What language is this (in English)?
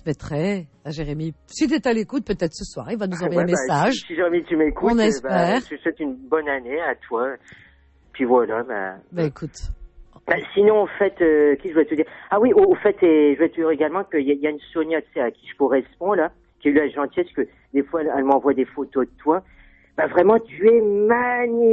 French